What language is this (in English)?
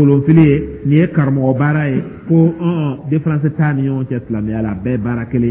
Dyula